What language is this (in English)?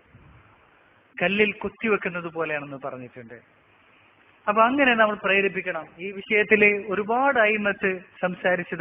Malayalam